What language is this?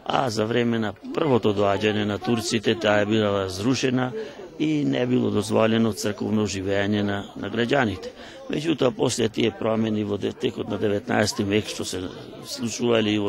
Macedonian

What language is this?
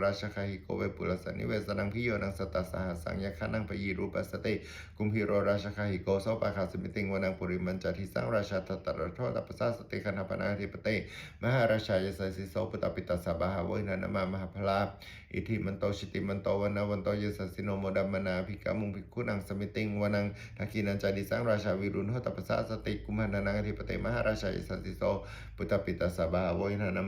Pali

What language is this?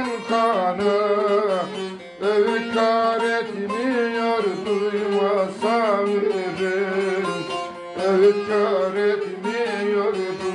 Turkish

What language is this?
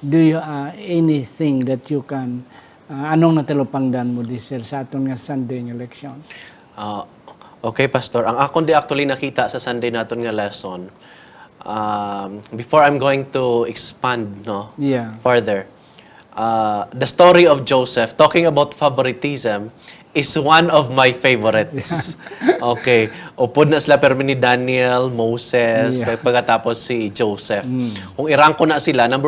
Hiligaynon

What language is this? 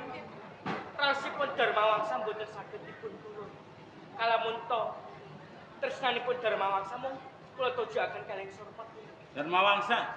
Javanese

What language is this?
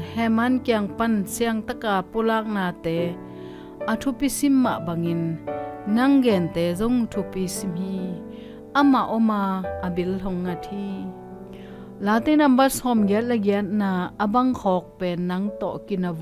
Tedim Chin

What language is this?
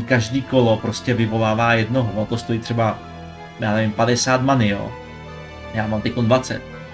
Czech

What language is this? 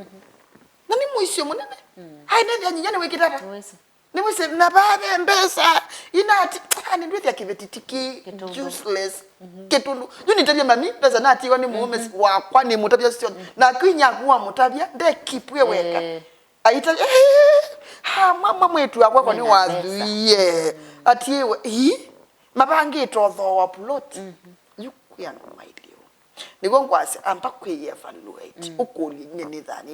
Kamba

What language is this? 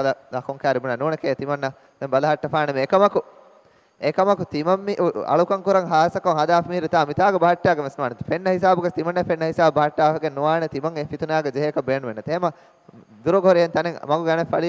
Divehi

